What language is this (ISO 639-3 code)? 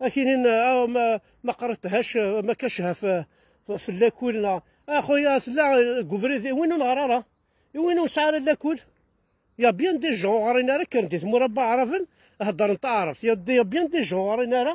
kab